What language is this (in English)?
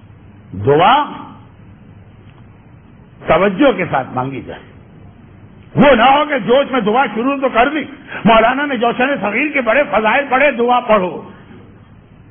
Urdu